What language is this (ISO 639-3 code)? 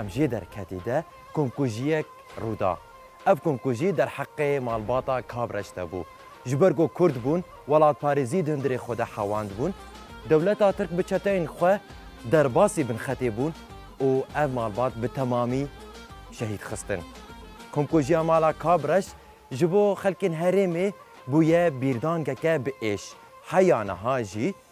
kur